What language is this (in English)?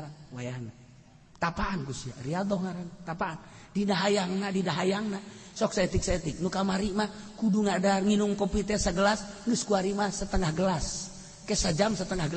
Sundanese